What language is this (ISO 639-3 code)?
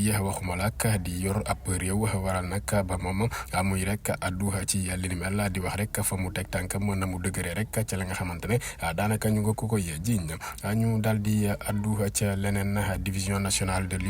wol